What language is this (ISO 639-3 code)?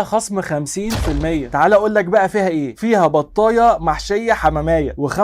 arz